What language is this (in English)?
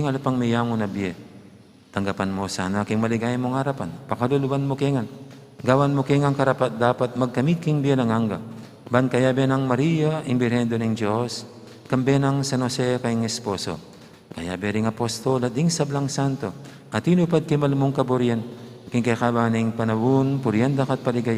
Pampanga